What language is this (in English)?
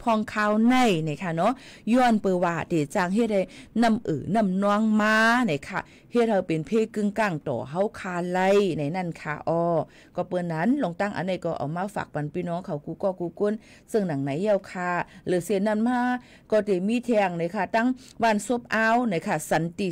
Shan